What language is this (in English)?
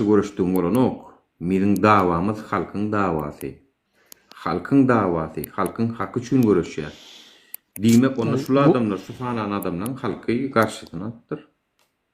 Turkmen